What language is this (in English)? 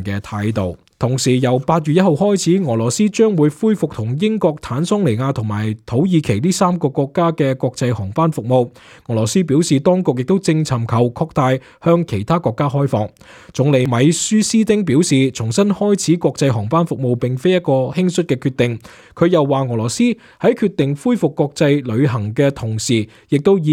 Cantonese